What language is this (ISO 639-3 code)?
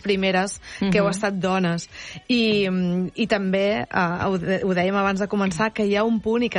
cat